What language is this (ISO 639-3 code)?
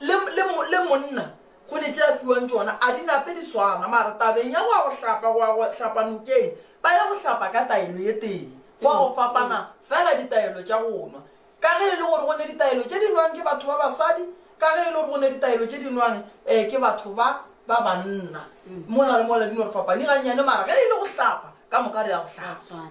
nso